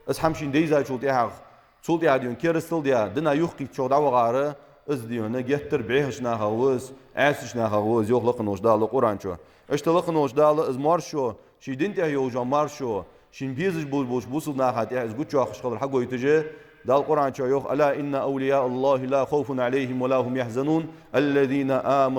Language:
Ingush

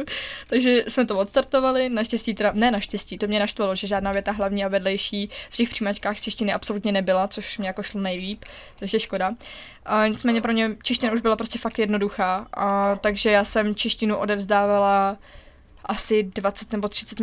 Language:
Czech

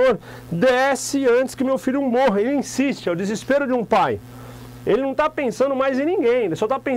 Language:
Portuguese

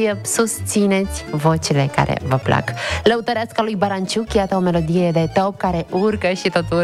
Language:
Romanian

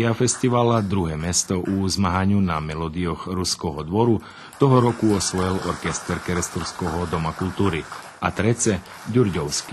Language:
Rusyn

